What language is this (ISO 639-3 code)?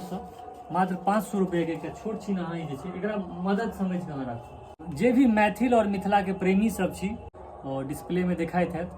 mai